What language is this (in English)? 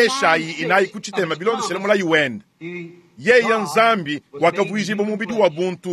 Luba-Lulua